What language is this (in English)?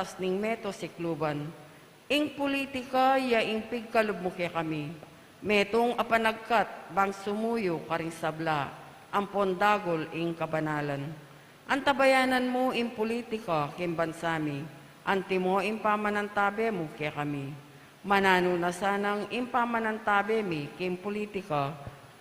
Pampanga